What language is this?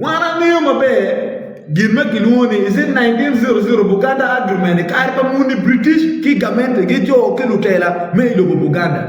Acoli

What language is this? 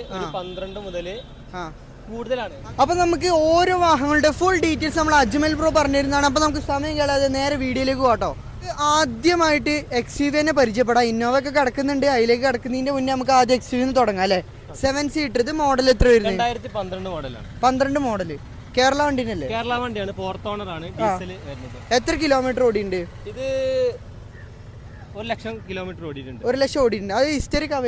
Malayalam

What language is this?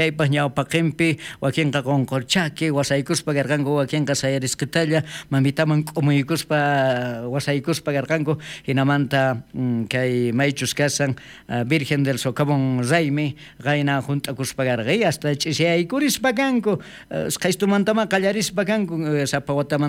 South Bolivian Quechua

